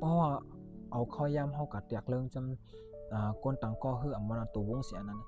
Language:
Shan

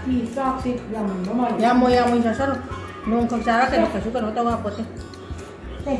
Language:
Manipuri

